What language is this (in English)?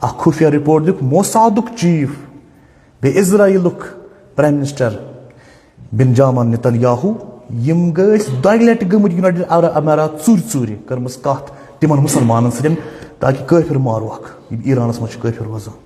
Kashmiri